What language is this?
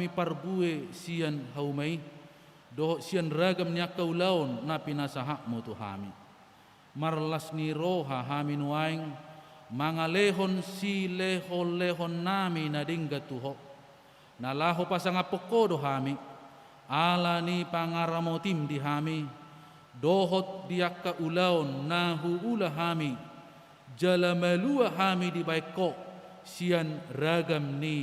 Batak Toba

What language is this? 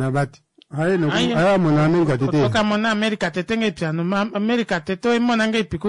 Kuanyama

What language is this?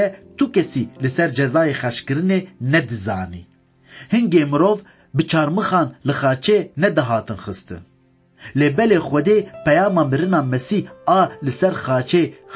Kurdish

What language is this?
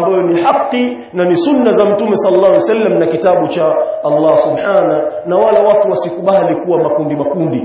Swahili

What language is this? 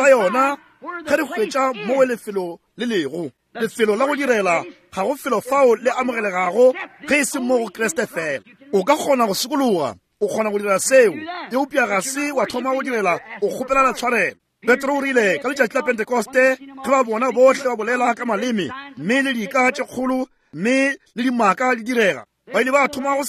Northern Sotho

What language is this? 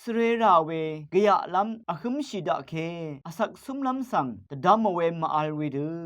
Rawang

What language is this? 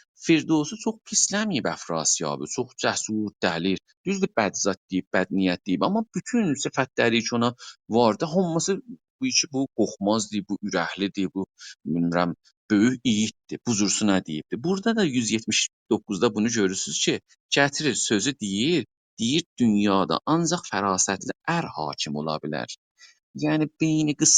South Azerbaijani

